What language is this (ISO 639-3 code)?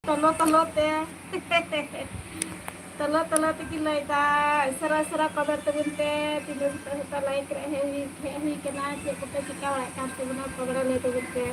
sat